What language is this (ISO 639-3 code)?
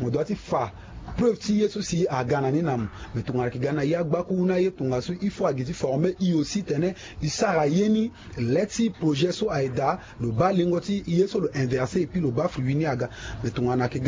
sag